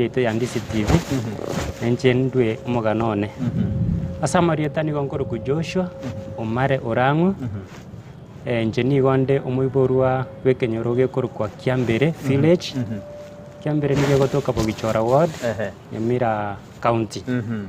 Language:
Gusii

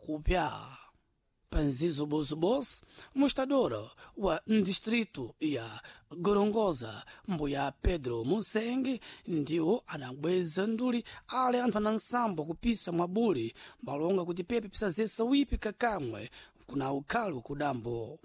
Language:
Sena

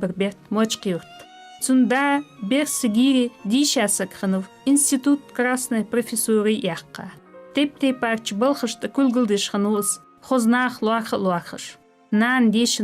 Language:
Ingush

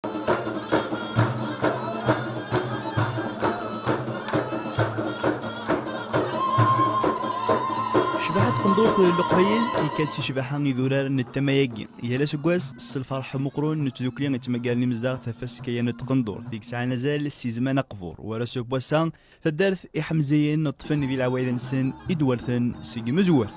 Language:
Kabyle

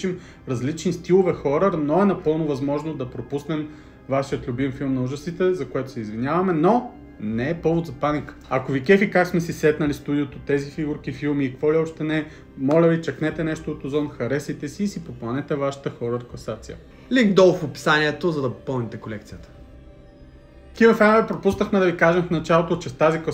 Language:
Bulgarian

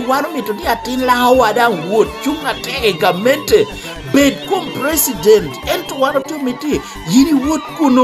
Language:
Lango (Uganda)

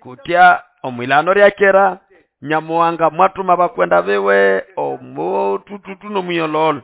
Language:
Nande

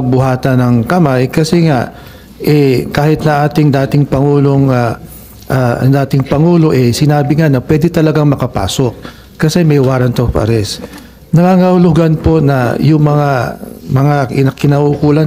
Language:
Filipino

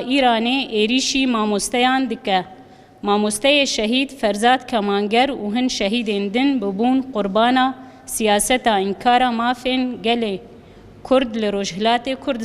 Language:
Kurdish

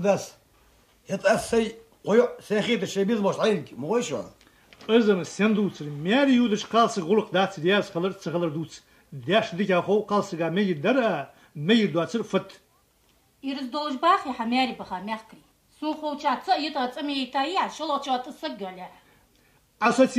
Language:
Ingush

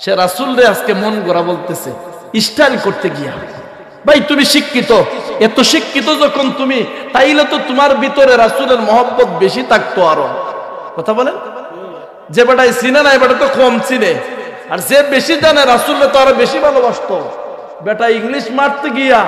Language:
Sylheti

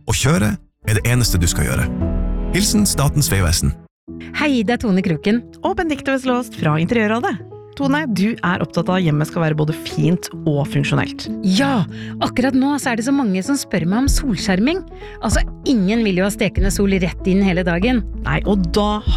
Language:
Norwegian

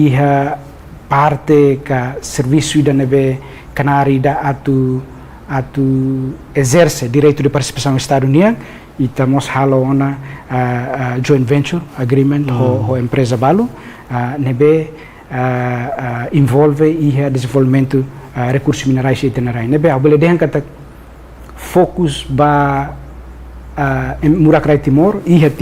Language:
Tetum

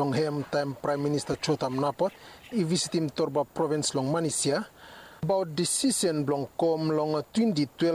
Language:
Bislama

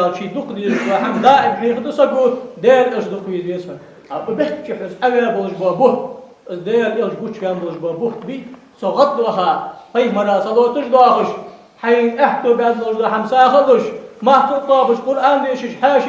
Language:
Ingush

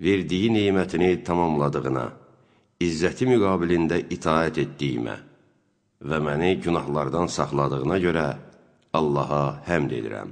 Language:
Azerbaijani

